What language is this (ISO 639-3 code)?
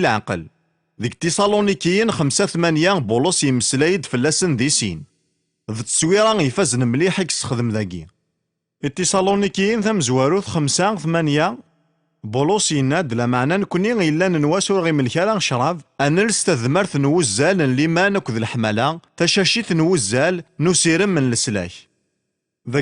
kab